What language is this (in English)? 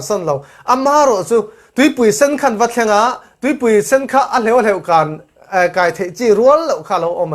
Falam Chin